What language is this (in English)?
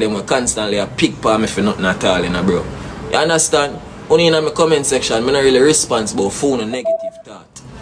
Jamaican Creole English